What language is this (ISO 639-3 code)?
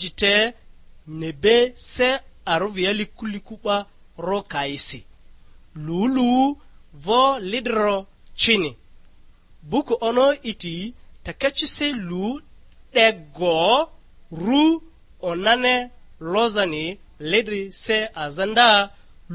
lgg